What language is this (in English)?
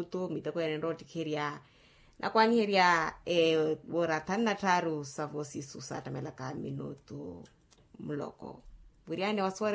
Makhuwa